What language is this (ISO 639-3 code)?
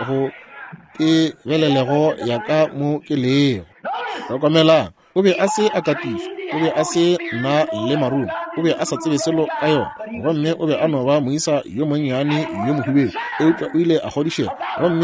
nso